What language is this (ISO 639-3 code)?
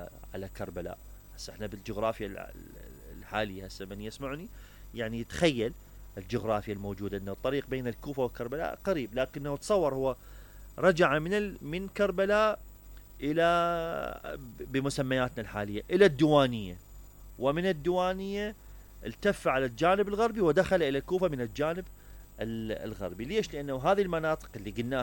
acm